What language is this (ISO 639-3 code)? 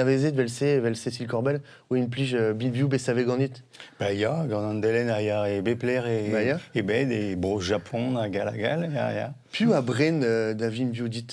bre